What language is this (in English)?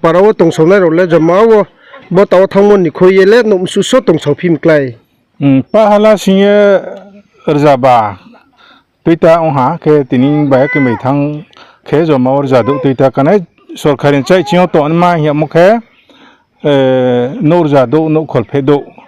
Riang (India)